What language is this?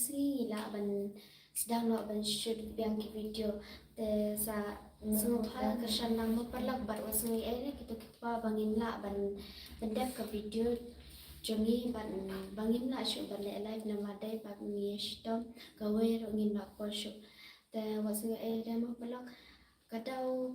Khasi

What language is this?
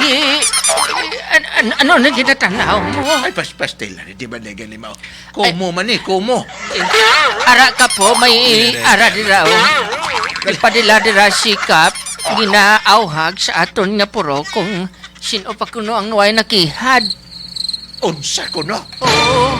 Hiligaynon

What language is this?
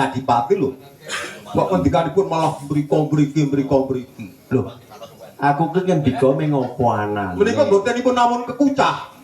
Javanese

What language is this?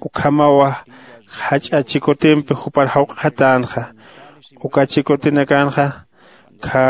Aymara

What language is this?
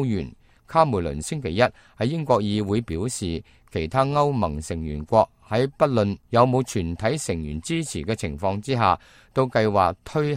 Cantonese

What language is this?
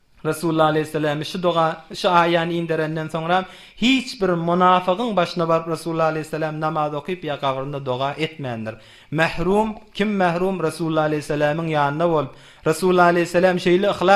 Turkmen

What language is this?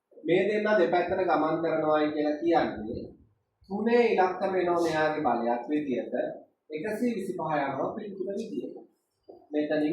Sinhala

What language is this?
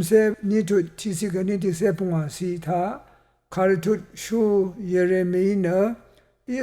Rawang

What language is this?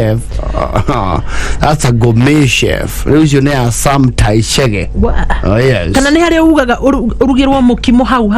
Kikuyu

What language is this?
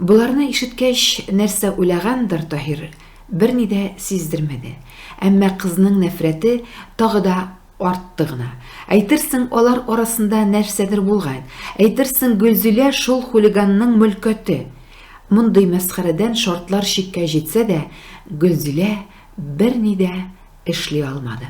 Tatar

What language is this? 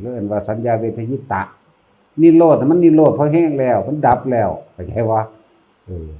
Northeastern Thai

